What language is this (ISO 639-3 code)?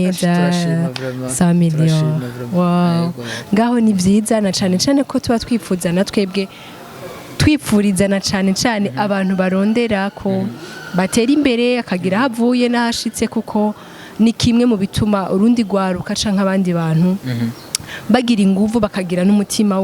run